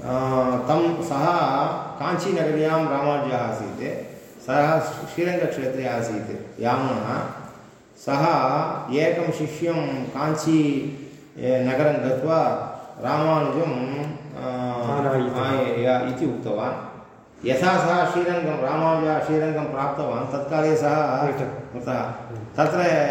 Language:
Sanskrit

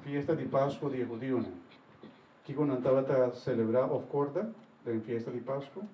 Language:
Papiamento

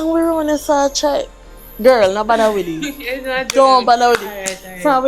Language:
Jamaican Creole English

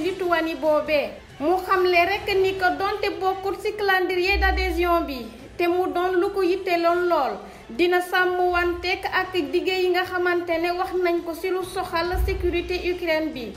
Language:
Wolof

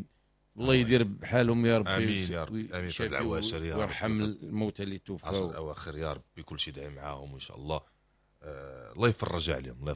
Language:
Moroccan Arabic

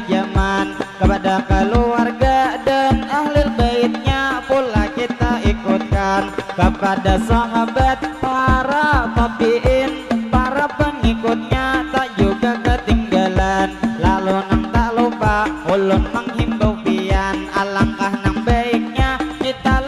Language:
Banjar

